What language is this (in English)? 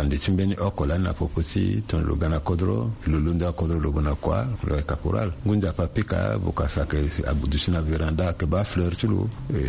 Sango